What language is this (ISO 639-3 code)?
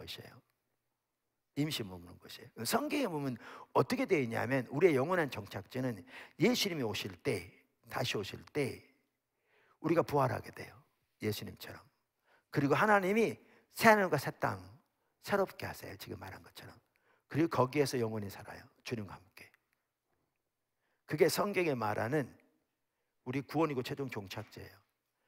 kor